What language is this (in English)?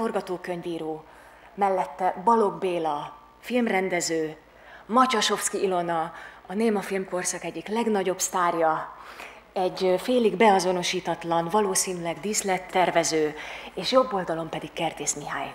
Hungarian